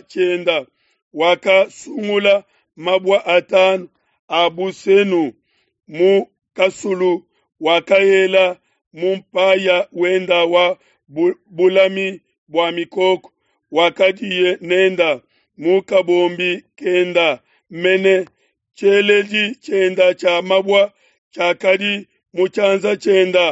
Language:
Luba-Lulua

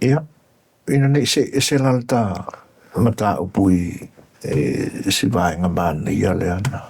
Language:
Samoan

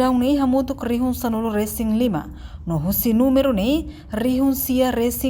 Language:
Tetum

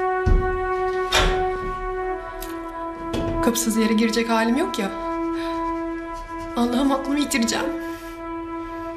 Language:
Turkish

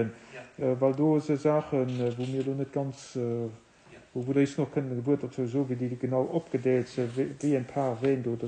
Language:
Luxembourgish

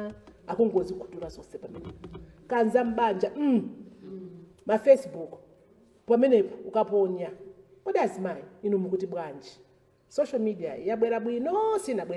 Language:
Nyanja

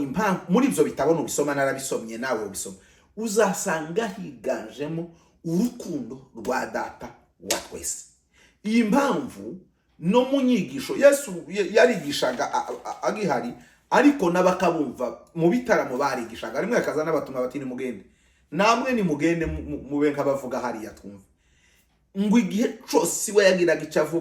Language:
Kinyarwanda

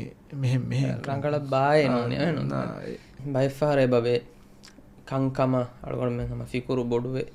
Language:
Divehi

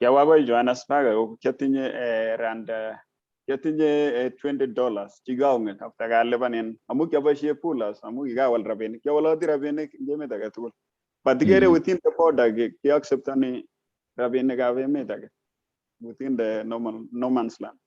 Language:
Kalenjin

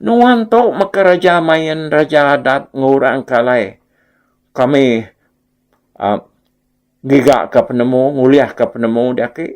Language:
Iban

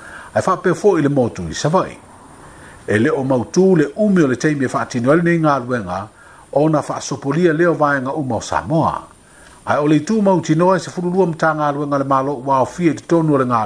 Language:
Samoan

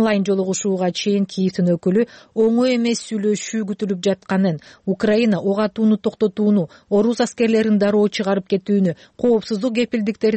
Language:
Kyrgyz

